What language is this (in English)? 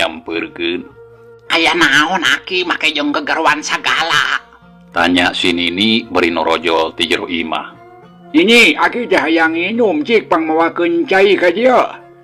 Sundanese